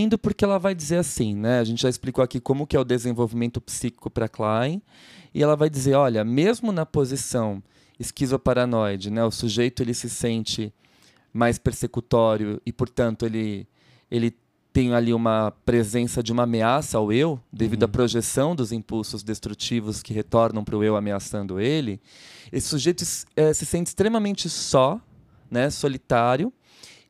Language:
Portuguese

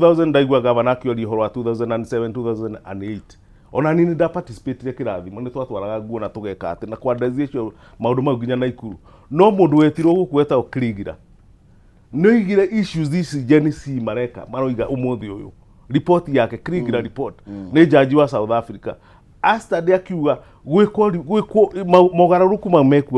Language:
Kikuyu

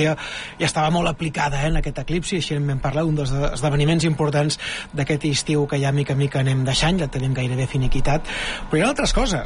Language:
Catalan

